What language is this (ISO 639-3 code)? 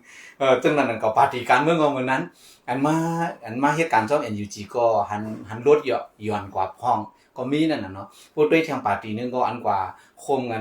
shn